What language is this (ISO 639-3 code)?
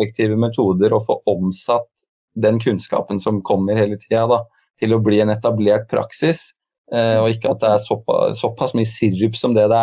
nor